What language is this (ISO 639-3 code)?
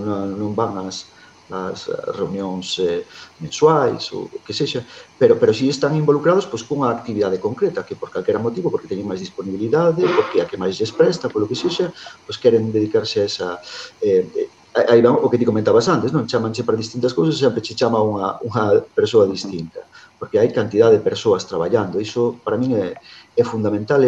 glg